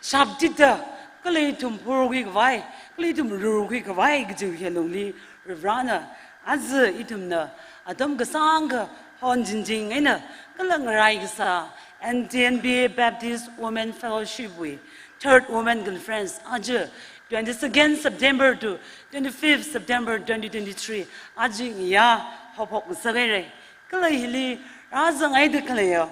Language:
Tangkhul Naga (India)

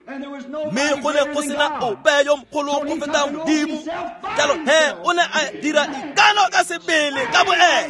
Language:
Tswana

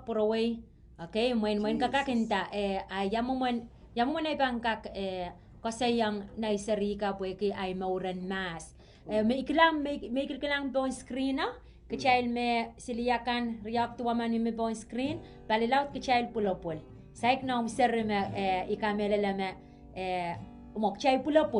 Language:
Pohnpeian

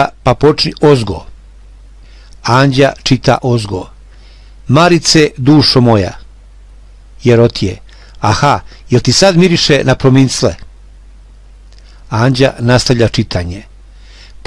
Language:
Serbian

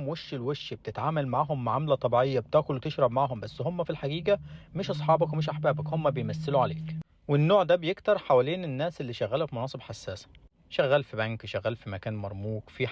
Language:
Egyptian Arabic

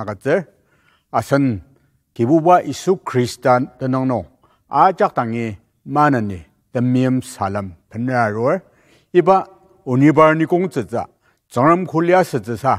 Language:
Ao Naga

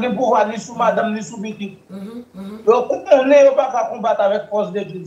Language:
Haitian Creole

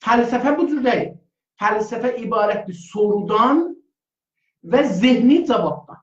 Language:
South Azerbaijani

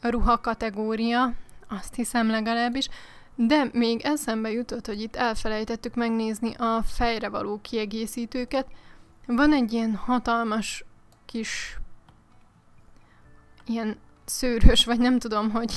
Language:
Hungarian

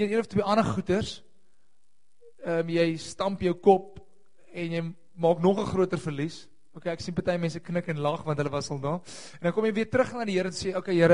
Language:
Afrikaans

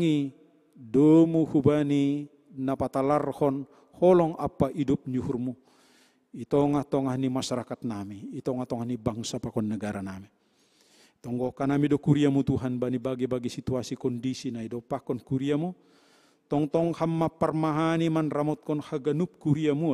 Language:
Batak Simalungun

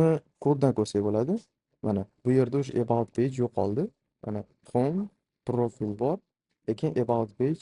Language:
Uzbek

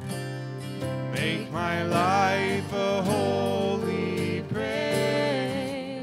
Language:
English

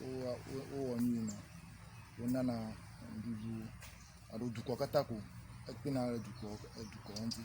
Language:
Ewe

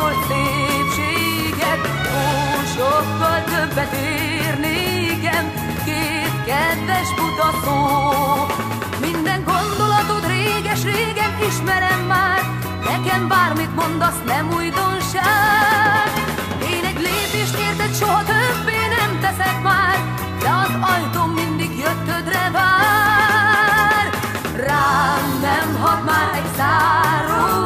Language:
Hungarian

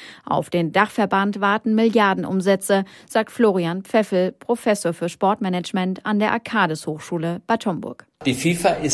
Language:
German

